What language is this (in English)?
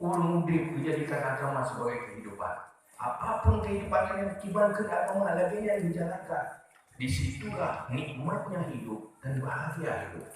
Achinese